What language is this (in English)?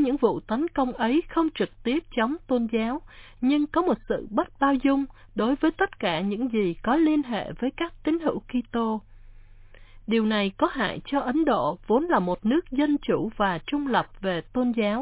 Vietnamese